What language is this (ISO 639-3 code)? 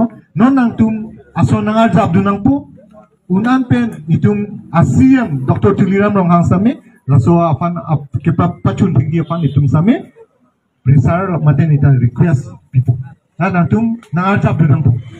mjw